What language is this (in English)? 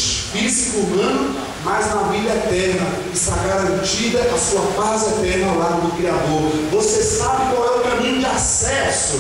Portuguese